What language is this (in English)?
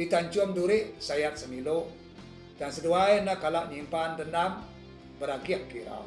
Iban